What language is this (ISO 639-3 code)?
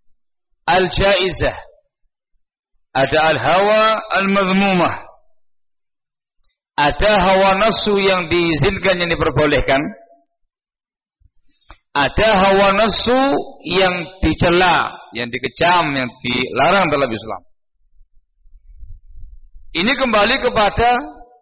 ind